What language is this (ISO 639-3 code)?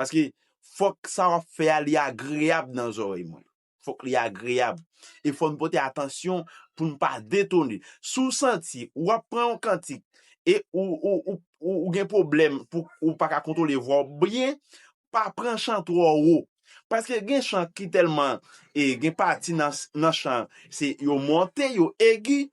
hat